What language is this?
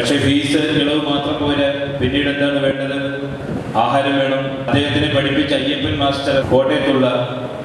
Malayalam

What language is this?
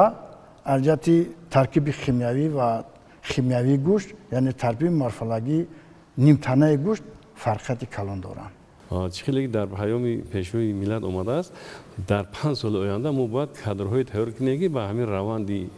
Tajik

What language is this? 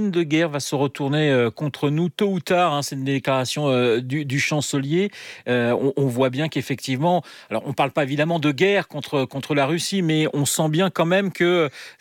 French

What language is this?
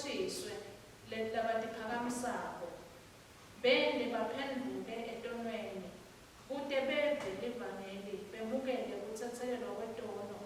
Swati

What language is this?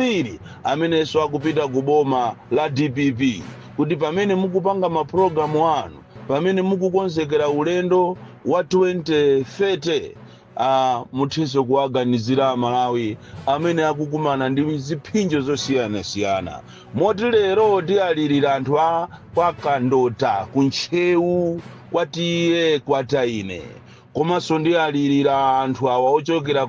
Nyanja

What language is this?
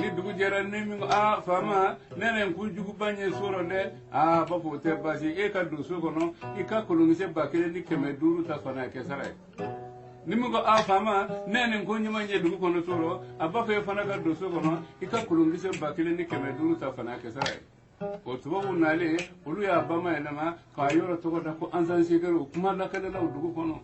Bambara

